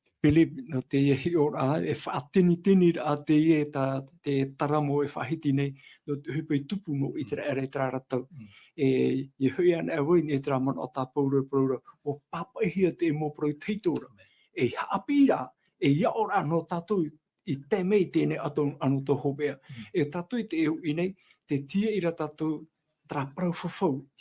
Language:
Tahitian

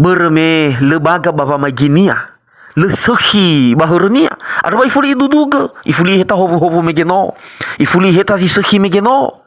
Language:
Nias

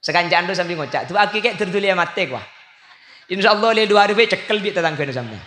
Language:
Madurese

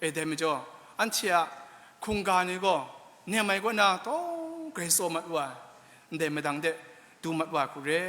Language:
Kachin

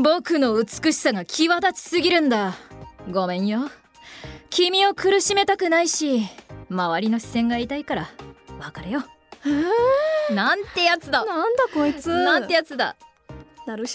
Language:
Japanese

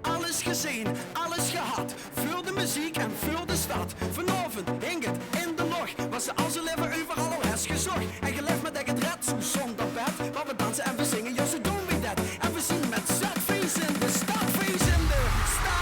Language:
Limburgish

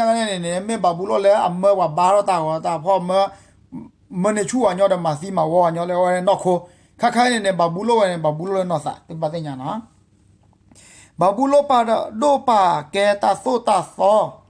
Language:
S'gaw Karen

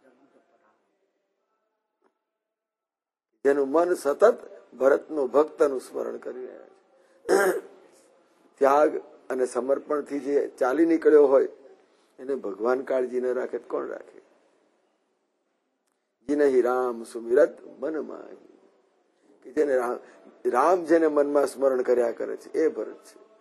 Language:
Gujarati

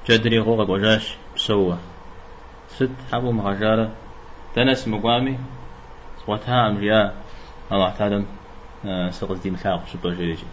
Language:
Kabardian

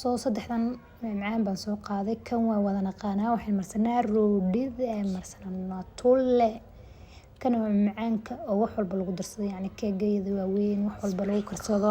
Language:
Somali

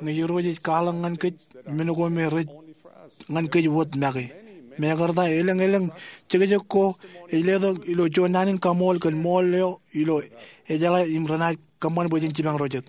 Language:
Marshallese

